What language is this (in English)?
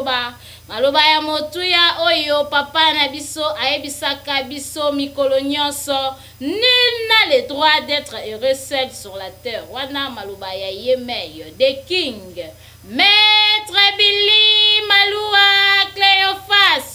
Lingala